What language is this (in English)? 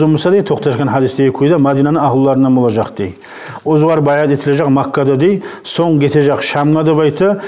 Kumyk